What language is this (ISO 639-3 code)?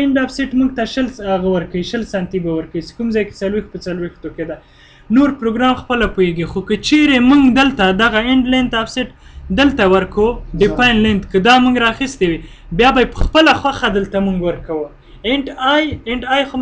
pus